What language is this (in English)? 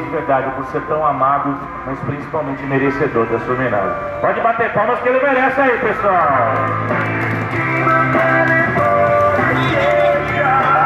Portuguese